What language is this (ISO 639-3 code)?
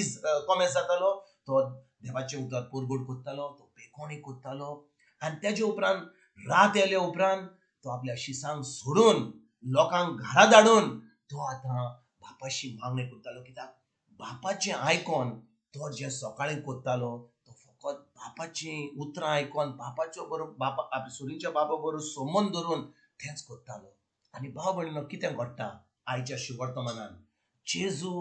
kok